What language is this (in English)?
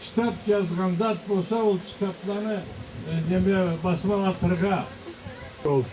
Karachay-Balkar